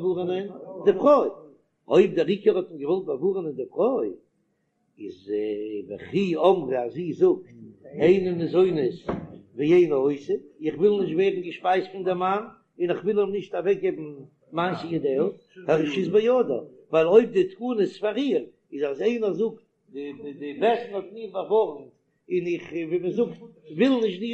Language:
Yiddish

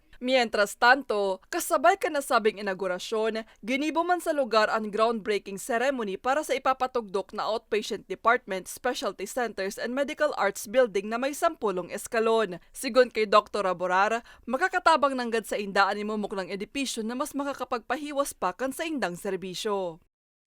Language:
Bikol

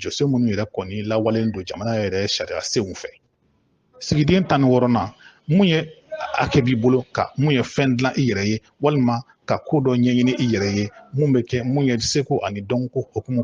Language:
Bambara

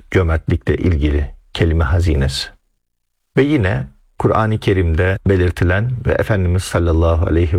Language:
Turkish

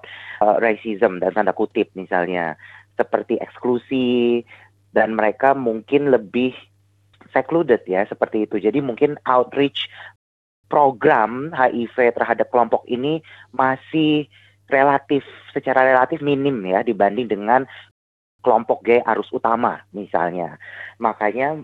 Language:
Indonesian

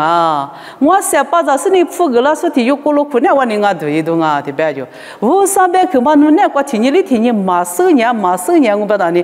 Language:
Lisu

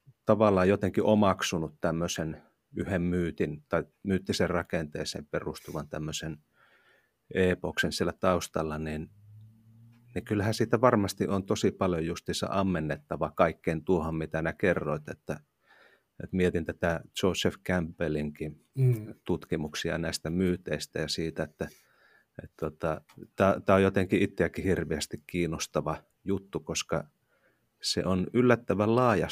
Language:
Finnish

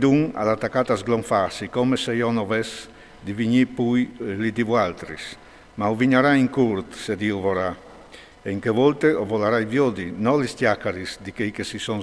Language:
Friulian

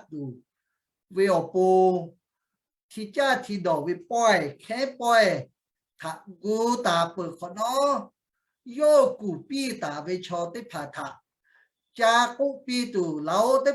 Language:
Lahu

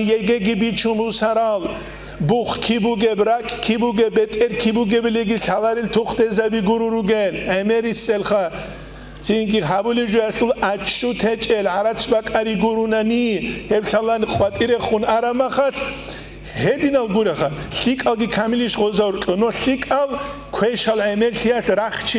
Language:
Avaric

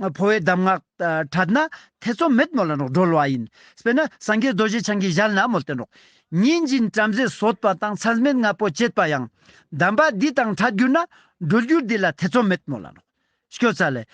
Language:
Ladakhi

